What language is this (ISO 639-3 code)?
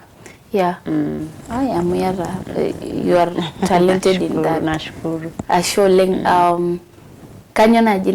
mas